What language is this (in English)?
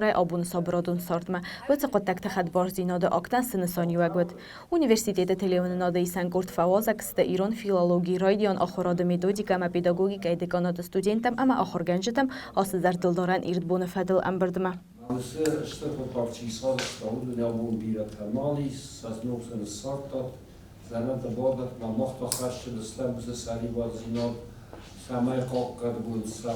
Ossetic